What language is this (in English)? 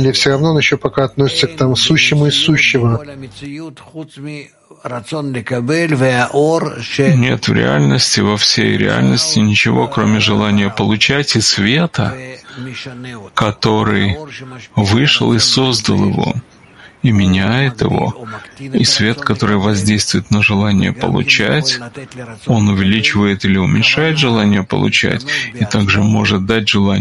Russian